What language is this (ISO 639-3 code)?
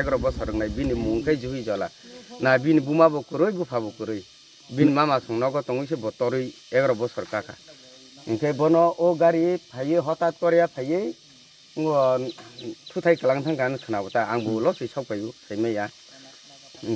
trp